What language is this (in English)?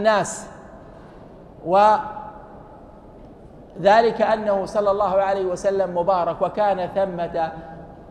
Arabic